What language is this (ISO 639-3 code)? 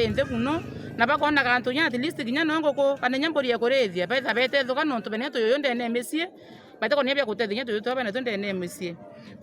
mer